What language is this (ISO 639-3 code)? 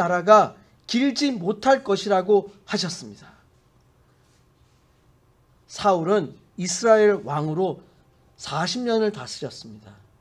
kor